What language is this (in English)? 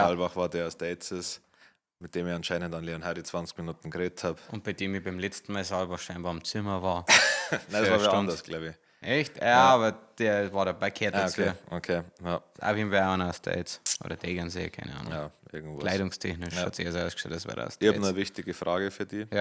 Bavarian